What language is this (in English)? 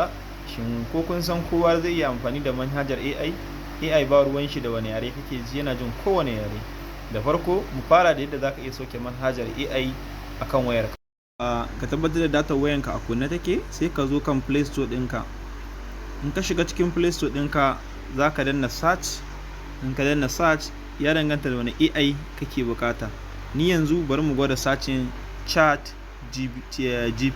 Hausa